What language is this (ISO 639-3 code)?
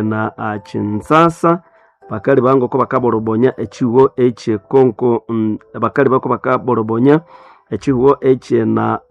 nnb